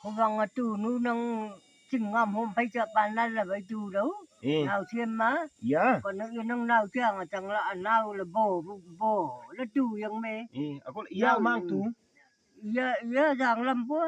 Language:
Naga Pidgin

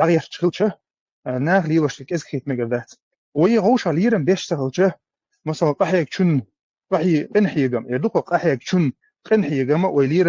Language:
Chechen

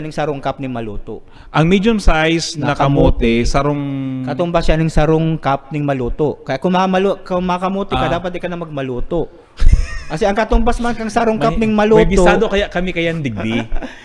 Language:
Bikol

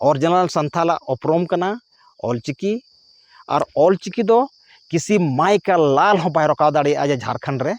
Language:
Santali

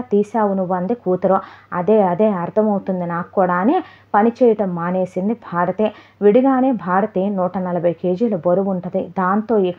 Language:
Telugu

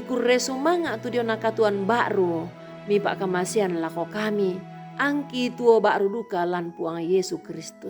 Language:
Toraja-Sa'dan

